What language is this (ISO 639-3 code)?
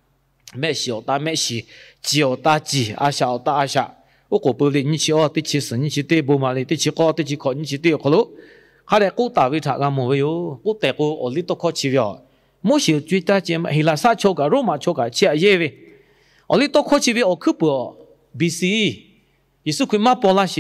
lhu